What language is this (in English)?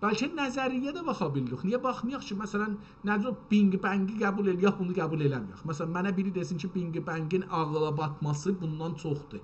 South Azerbaijani